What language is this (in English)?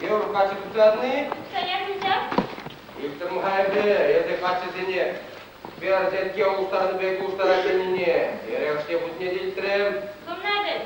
Chuvash